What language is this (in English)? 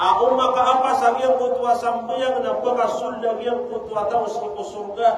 Maranao